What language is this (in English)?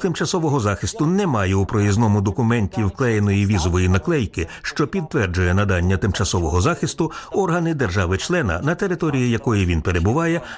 Ukrainian